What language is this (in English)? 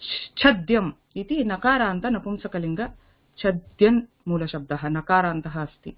Sanskrit